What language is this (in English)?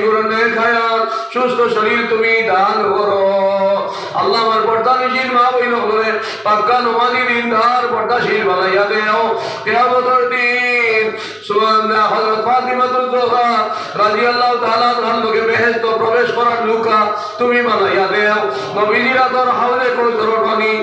Sylheti